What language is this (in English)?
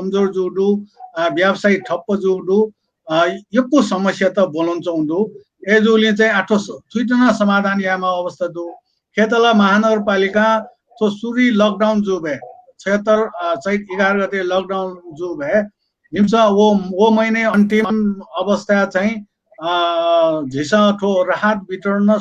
Newari